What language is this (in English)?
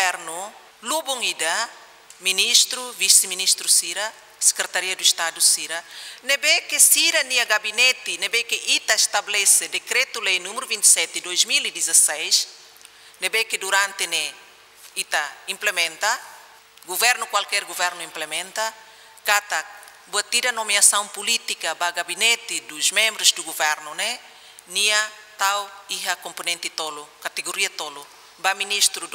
Tetum